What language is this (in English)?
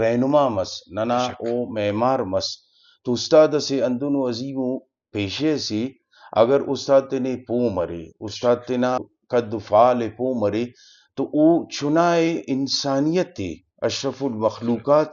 Brahui